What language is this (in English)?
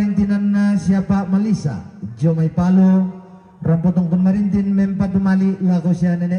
Toraja-Sa'dan